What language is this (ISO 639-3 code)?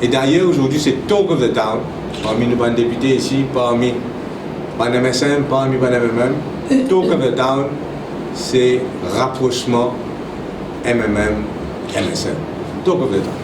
mfe